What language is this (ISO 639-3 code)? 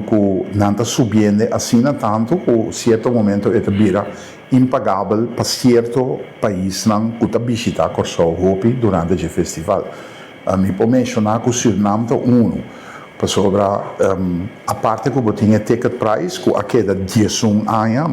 pap